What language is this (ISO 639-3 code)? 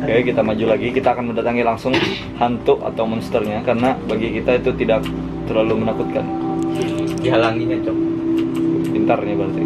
bjn